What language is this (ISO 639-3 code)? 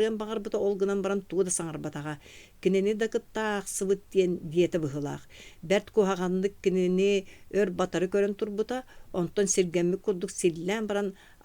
sah